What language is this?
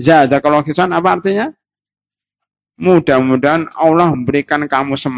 Indonesian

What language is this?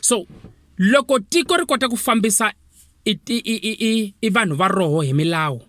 Tsonga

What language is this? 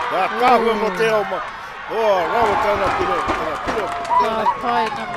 Māori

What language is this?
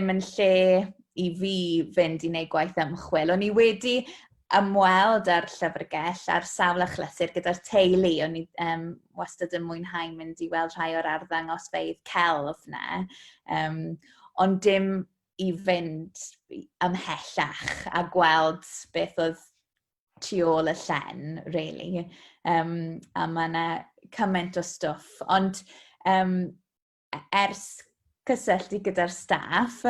Welsh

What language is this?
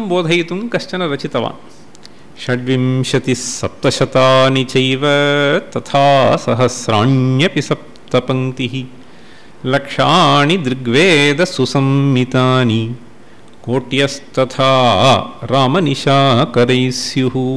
Sanskrit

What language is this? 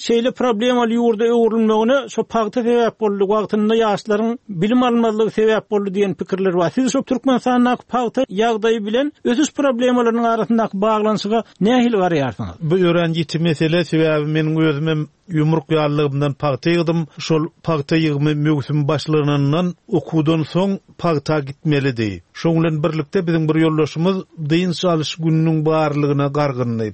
Turkmen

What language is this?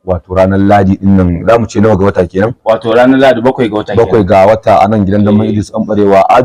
Hausa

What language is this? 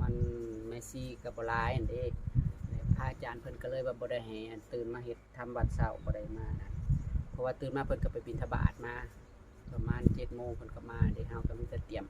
Northeastern Thai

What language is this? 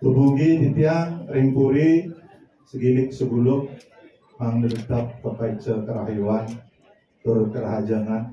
Balinese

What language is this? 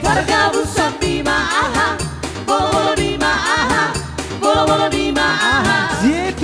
Batak Toba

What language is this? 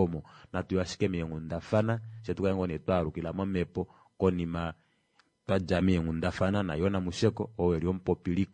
Kuanyama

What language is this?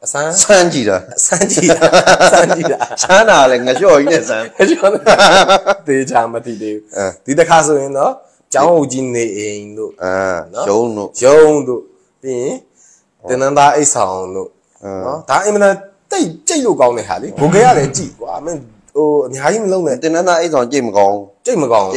Burmese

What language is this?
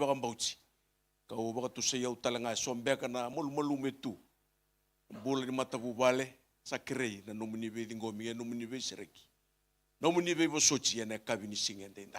Fijian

